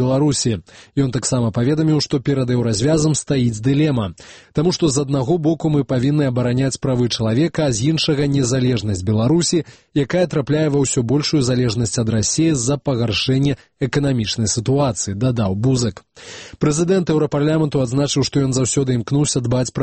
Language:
Belarusian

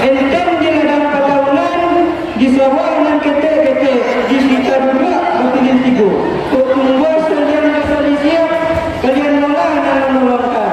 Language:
Minangkabau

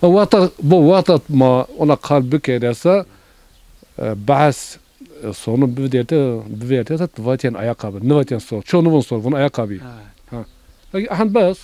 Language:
Zaza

